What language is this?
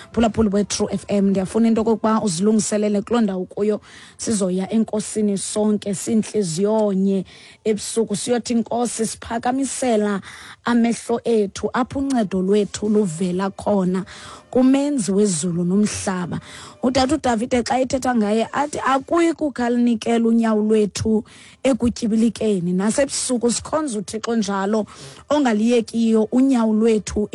Xhosa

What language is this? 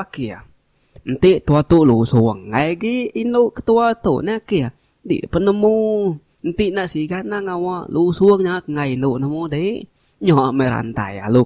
Iban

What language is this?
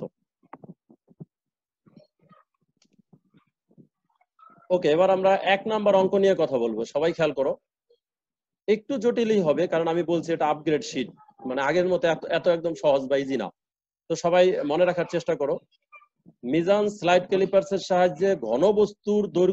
Bangla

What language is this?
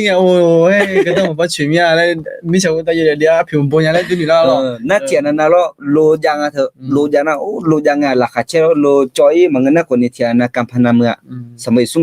Akha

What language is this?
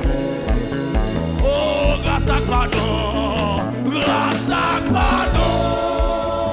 French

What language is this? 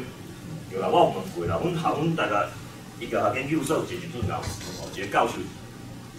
Min Nan Chinese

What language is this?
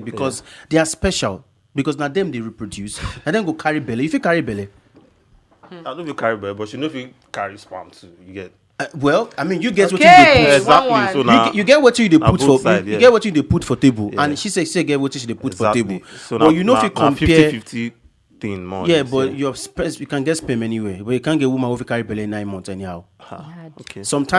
Nigerian Pidgin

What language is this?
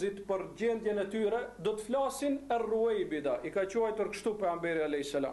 Albanian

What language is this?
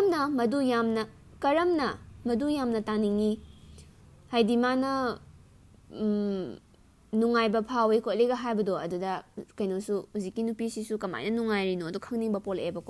Manipuri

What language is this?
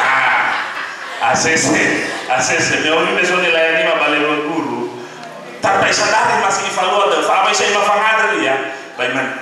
Nias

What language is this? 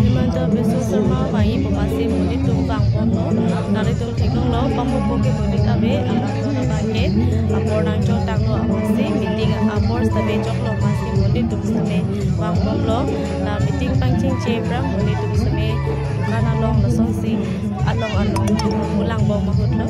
Karbi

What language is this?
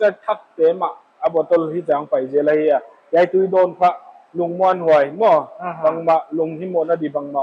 Paite Chin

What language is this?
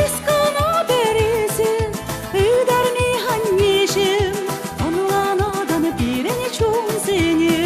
Chuvash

